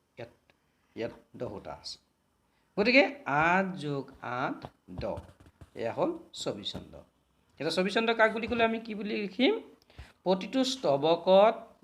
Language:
Assamese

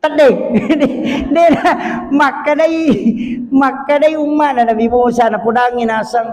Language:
Buginese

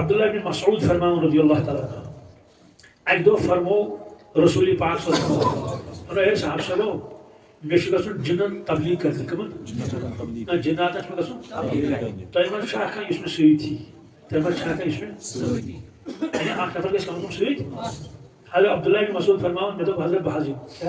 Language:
Kashmiri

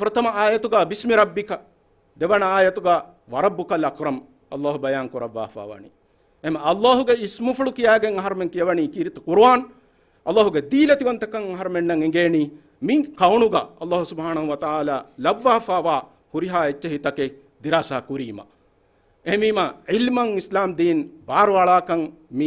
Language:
Divehi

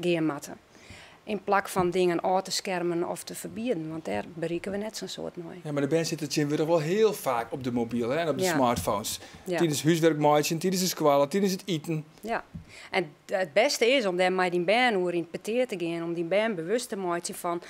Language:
Western Frisian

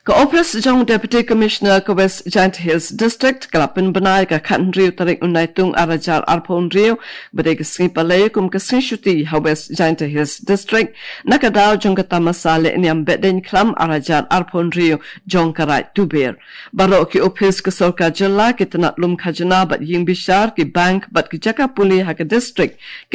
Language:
Khasi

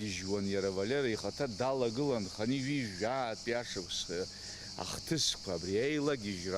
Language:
Abkhazian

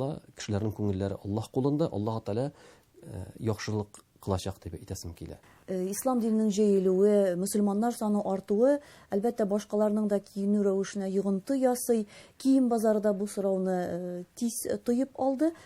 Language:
Tatar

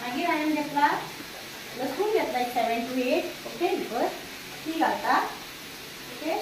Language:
Konkani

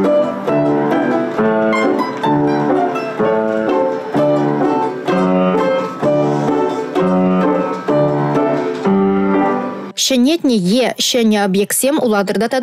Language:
Chuvash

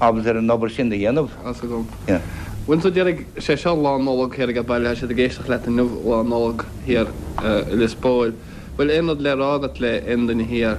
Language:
Irish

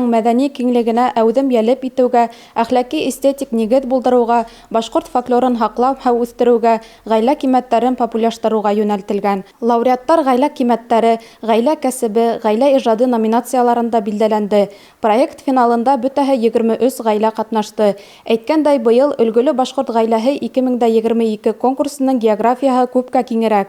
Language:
Bashkir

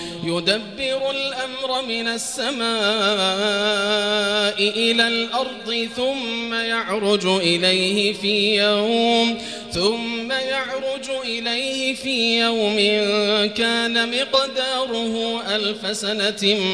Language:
Arabic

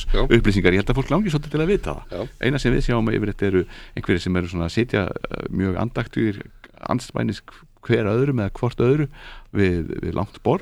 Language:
Icelandic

